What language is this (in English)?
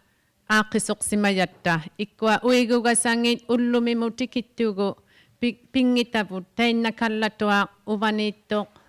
Inuktitut